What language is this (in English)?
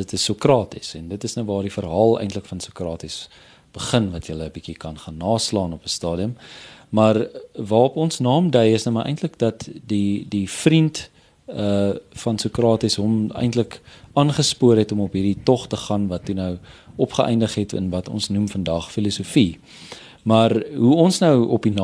Afrikaans